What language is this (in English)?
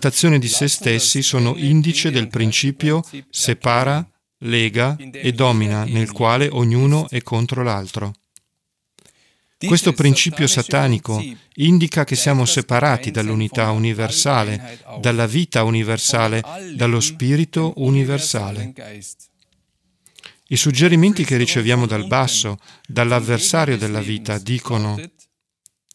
Italian